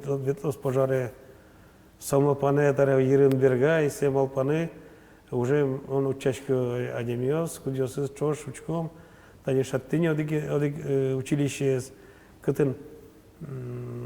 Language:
Udmurt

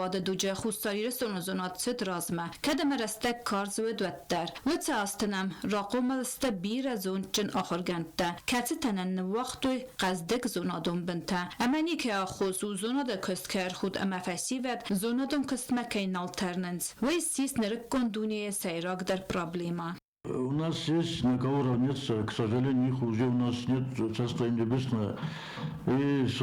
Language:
Ossetic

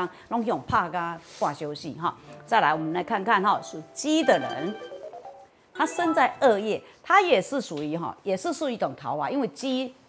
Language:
Chinese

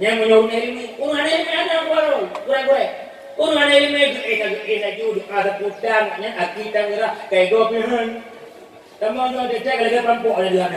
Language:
Achinese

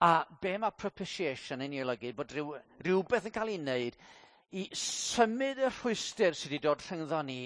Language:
Welsh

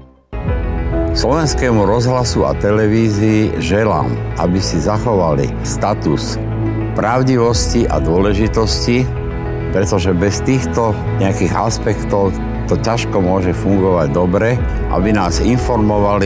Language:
Slovak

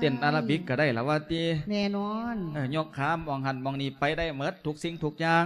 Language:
Lao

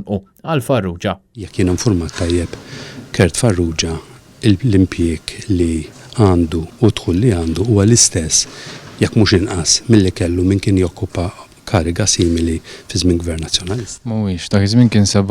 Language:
Maltese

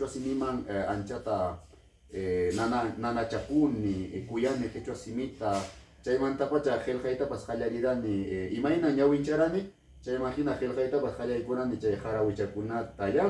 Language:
Ayacucho Quechua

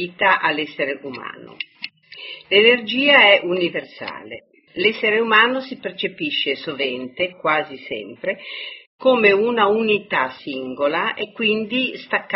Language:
Italian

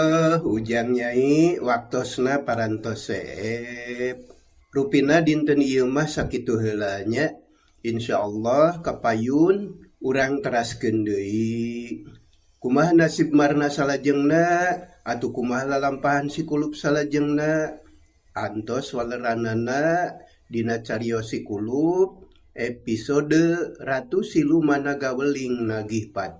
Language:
Sundanese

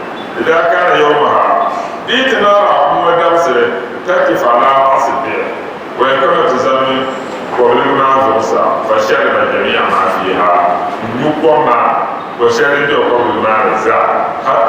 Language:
Dagbani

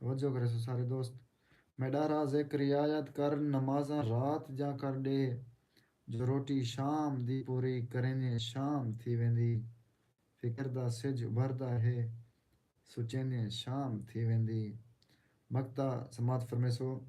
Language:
Saraiki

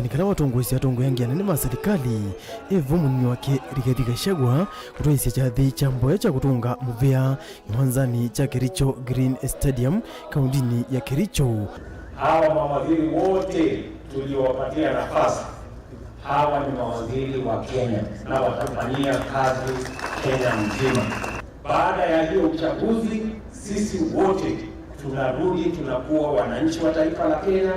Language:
Kamba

